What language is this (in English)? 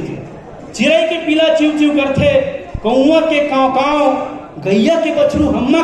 Chhattisgarhi